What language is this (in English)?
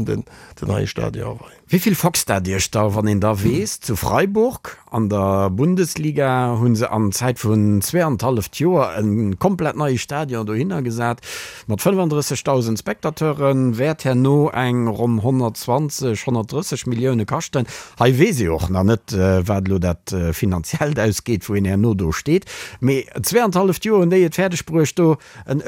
Luxembourgish